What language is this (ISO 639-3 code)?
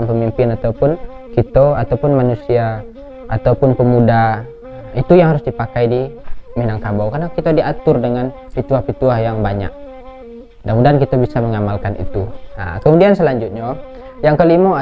min